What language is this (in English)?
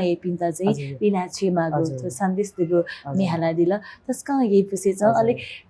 Newari